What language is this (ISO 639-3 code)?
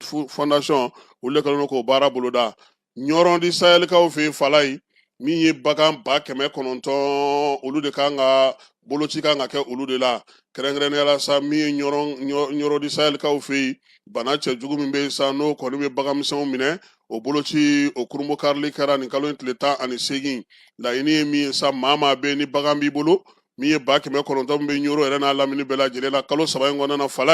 bam